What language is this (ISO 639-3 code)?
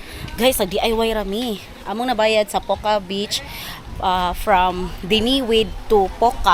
ceb